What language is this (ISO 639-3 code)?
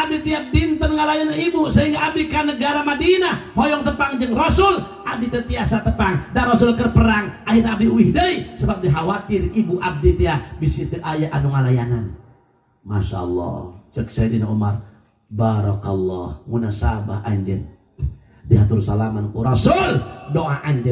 sun